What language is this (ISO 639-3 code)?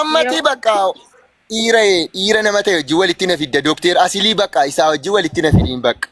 orm